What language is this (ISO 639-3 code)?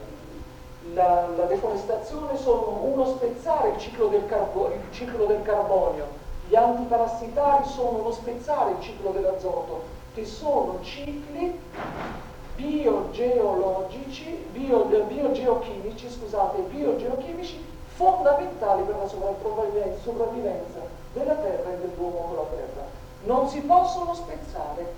ita